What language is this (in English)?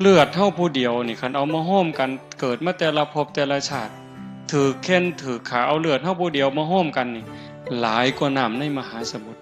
Northeastern Thai